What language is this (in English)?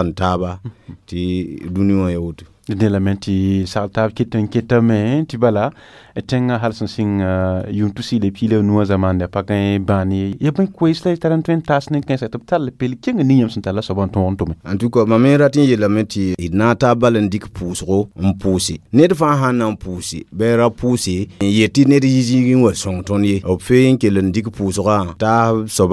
Mossi